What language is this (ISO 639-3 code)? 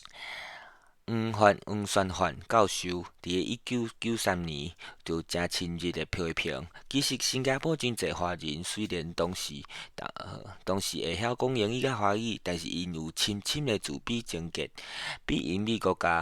nan